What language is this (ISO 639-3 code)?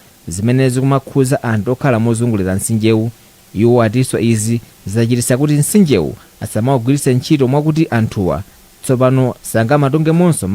nya